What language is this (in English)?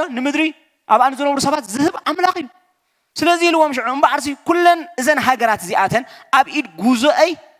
Tigrinya